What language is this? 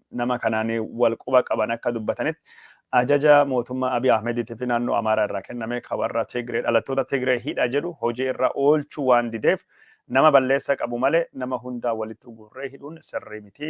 Oromo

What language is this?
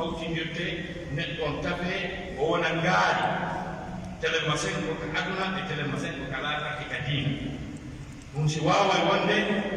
Pular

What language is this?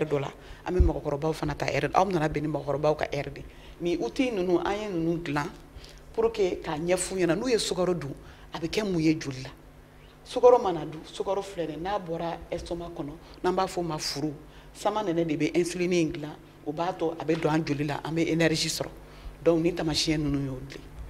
Bambara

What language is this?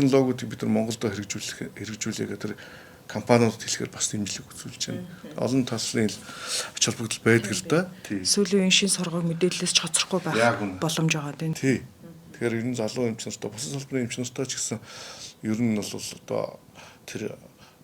Mongolian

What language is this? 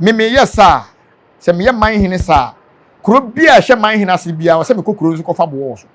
Akan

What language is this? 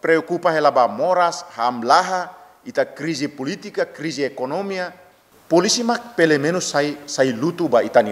Tetum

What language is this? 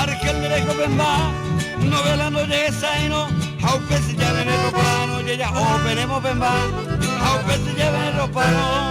Guarani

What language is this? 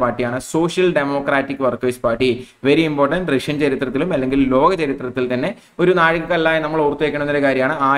Malayalam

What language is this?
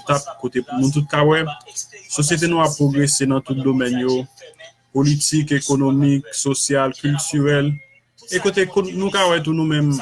Haitian Creole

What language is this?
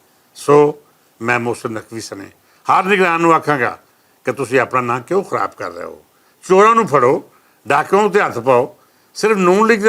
Western Panjabi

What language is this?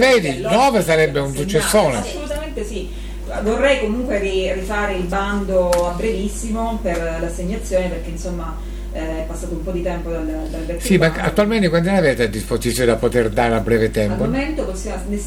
Italian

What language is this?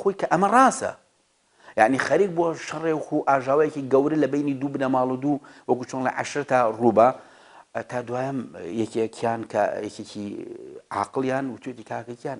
Central Kurdish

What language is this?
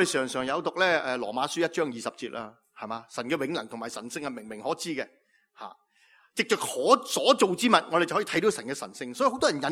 Cantonese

